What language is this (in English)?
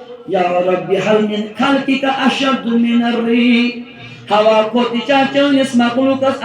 Kashmiri